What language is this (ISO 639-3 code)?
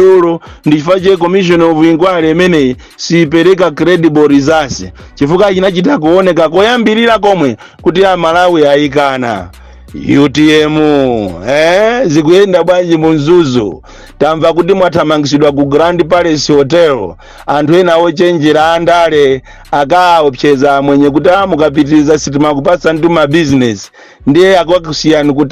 nya